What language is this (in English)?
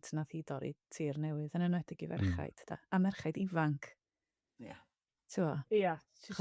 Welsh